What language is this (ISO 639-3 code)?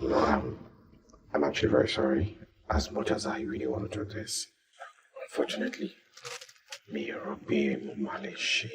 yor